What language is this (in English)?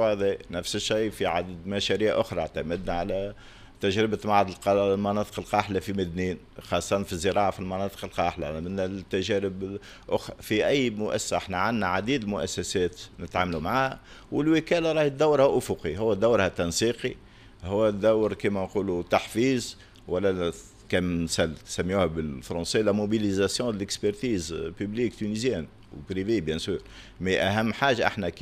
Tunisian Arabic